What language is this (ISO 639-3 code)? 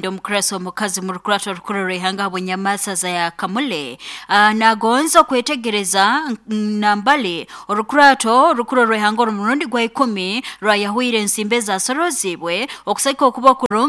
nyo